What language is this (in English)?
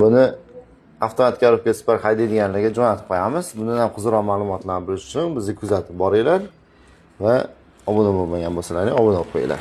Uzbek